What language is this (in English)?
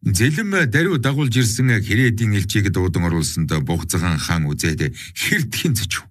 Mongolian